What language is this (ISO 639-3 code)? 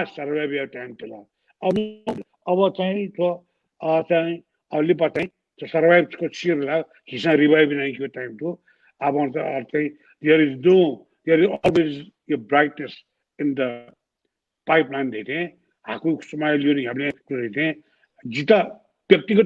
new